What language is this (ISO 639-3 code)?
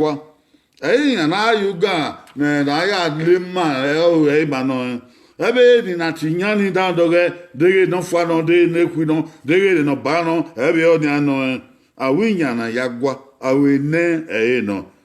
bin